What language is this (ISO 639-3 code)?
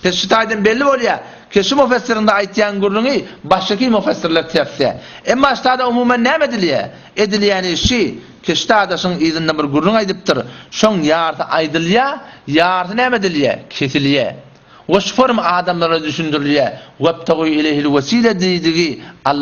tuk